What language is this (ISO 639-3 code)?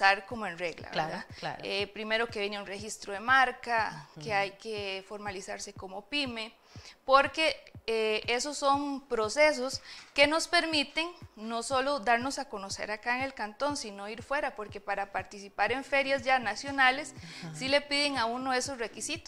spa